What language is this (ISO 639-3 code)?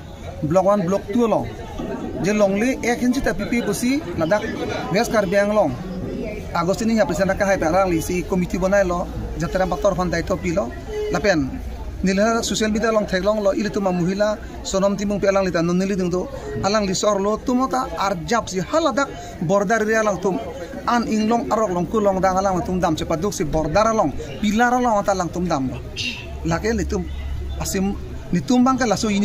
mjw